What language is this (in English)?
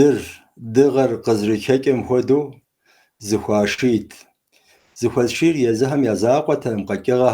Kabardian